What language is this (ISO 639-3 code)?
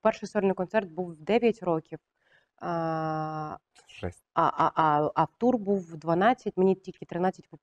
ukr